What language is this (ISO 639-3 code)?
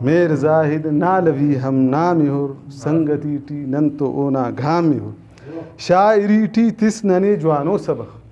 brh